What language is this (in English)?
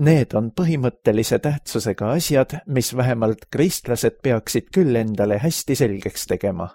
Estonian